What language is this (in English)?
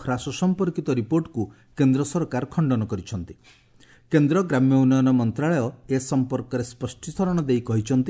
Odia